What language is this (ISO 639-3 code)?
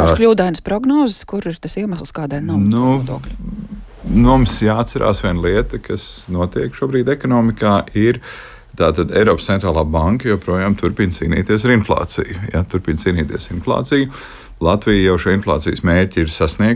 lav